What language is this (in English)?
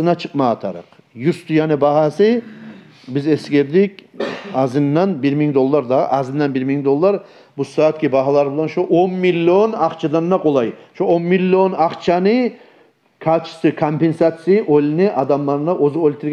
Kumyk